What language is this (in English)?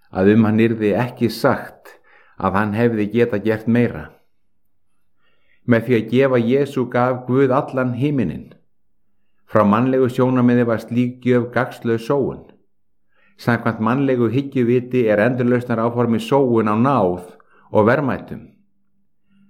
Icelandic